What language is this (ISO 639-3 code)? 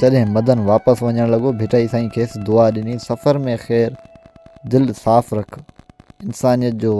snd